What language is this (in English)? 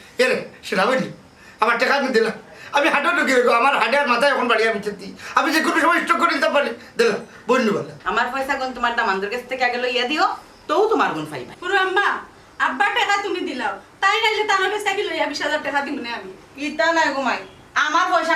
Sylheti